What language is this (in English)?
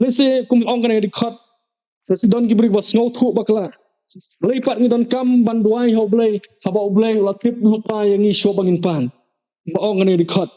Khasi